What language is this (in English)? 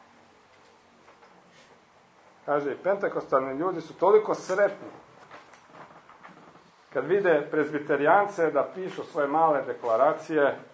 Croatian